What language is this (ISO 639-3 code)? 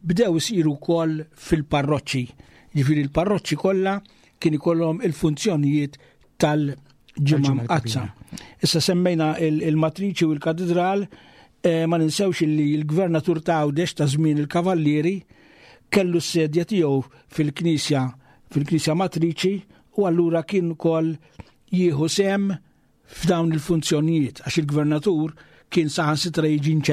mlt